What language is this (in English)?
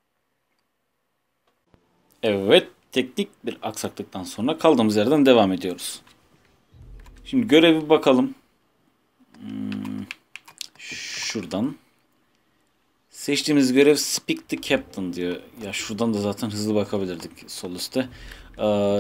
Turkish